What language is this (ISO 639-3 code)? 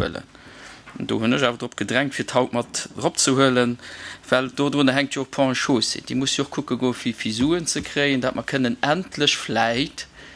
ltz